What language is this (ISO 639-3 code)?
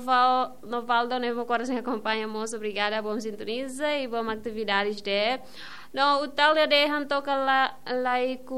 tet